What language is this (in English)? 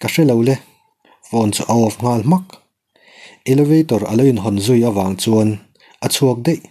Mizo